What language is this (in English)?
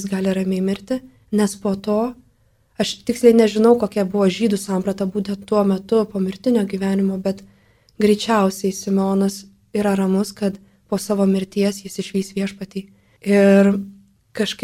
Lithuanian